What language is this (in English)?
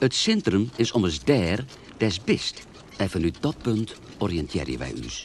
Western Frisian